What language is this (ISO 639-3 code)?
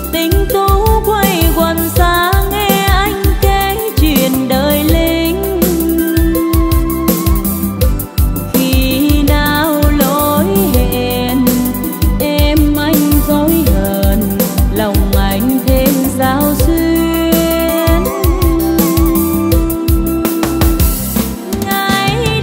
vie